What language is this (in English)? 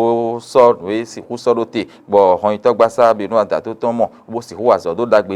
Fon